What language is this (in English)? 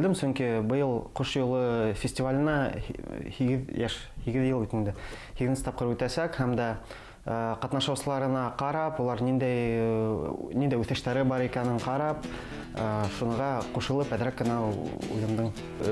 Bashkir